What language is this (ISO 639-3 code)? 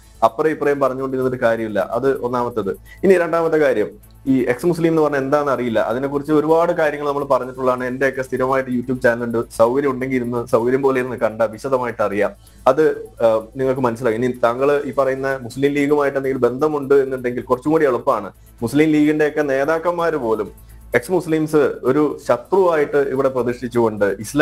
mal